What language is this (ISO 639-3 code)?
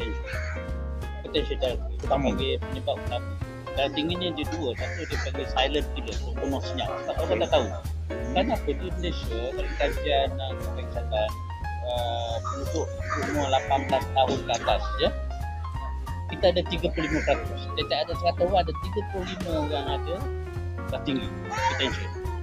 msa